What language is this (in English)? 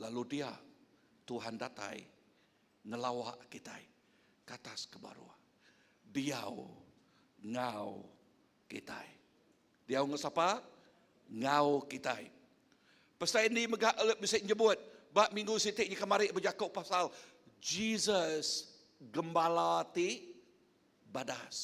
Iban